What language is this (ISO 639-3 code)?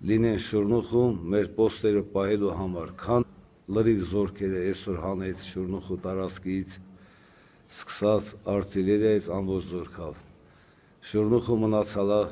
hye